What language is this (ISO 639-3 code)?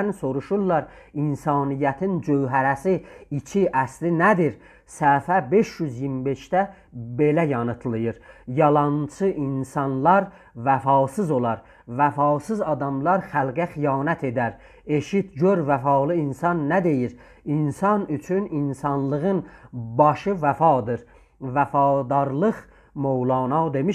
azb